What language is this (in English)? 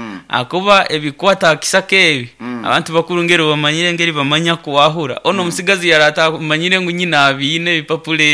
Nyoro